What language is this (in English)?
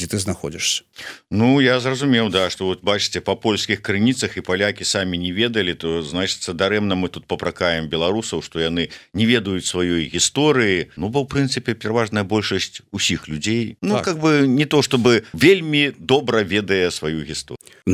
Belarusian